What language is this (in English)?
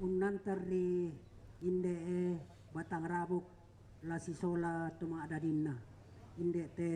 Toraja-Sa'dan